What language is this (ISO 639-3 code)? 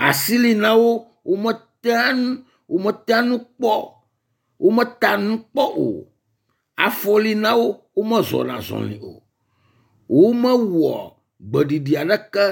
ewe